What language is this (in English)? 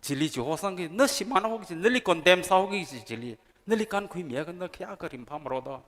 Tangkhul Naga (India)